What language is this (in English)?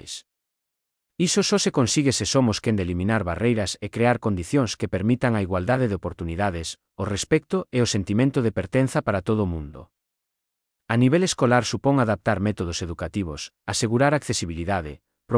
Galician